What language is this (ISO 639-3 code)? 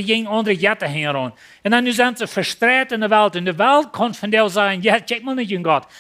pdt